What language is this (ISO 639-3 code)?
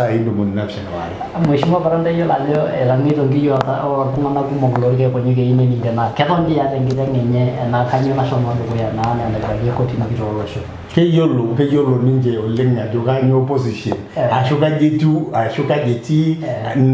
mas